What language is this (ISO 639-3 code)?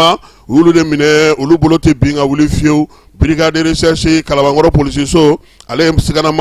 bam